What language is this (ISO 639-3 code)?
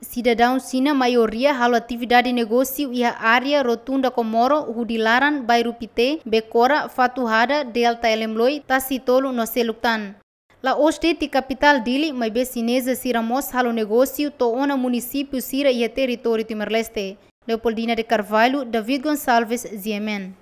tet